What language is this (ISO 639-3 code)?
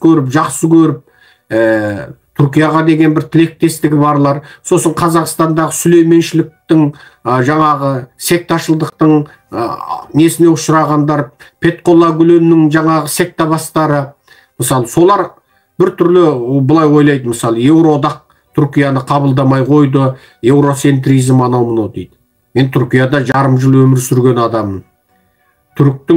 kaz